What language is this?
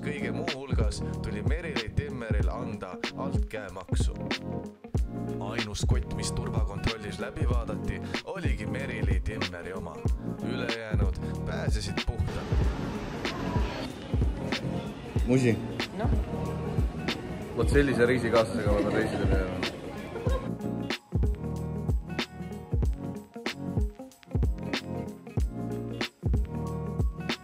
Estonian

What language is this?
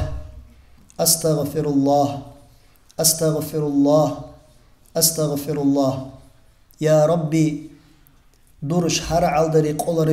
Avaric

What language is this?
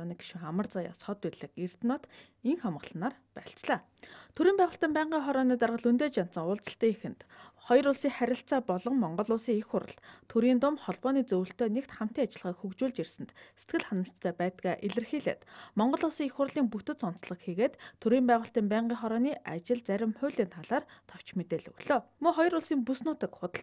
Mongolian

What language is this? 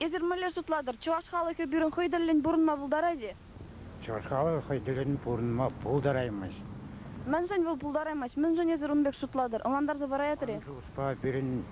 Chuvash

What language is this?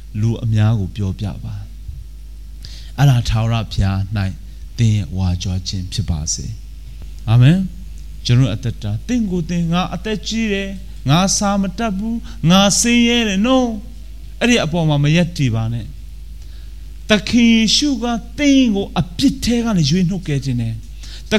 Burmese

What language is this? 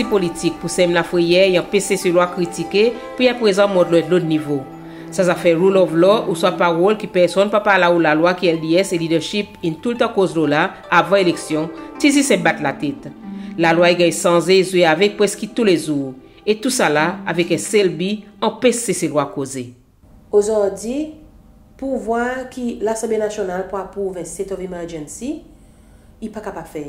Seselwa Creole French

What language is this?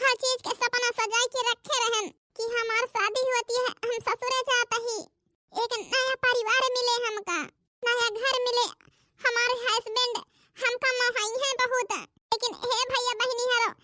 Awadhi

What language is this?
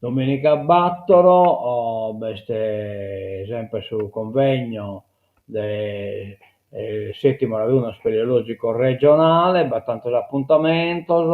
Sardinian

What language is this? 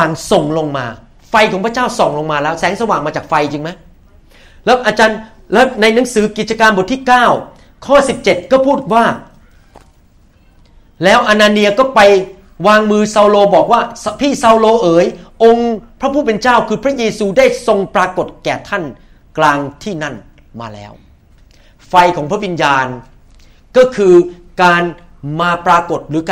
Thai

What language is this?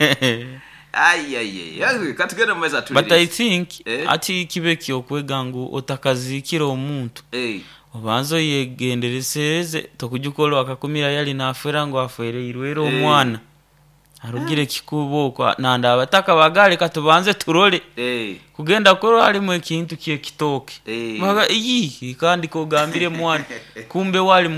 Nyoro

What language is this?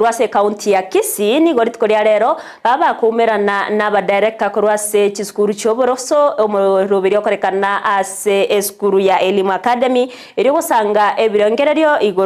Gusii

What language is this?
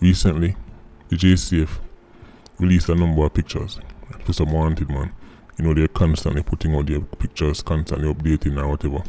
Jamaican Creole English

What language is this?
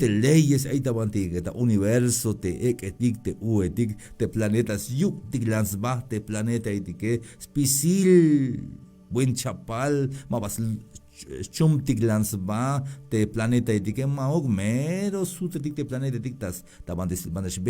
Tzeltal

